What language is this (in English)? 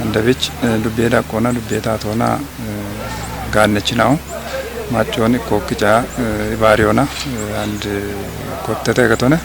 Kafa